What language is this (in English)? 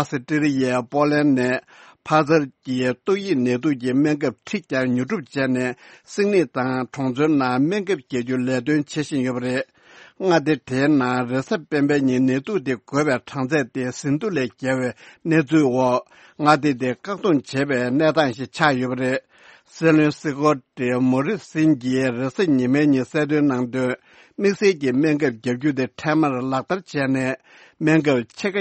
Tibetan